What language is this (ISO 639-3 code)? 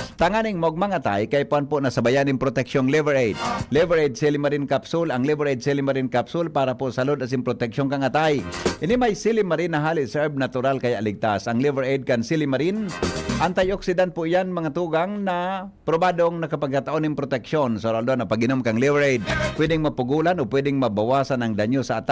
bik